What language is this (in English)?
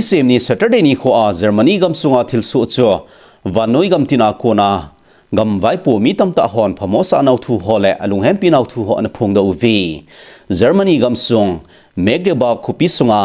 Thado Chin